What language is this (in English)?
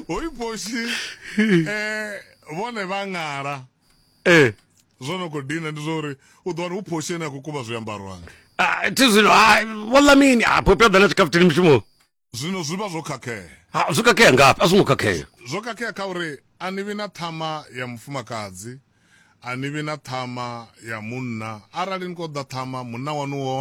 Venda